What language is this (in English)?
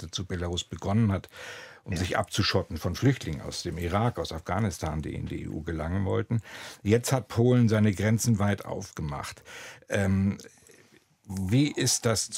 German